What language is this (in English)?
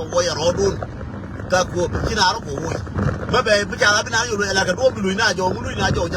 Nuer